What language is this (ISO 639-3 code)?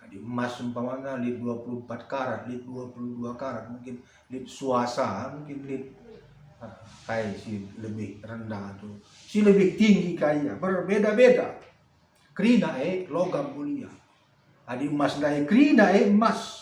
btx